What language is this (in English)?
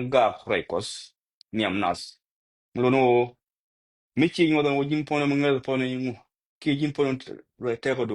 Nuer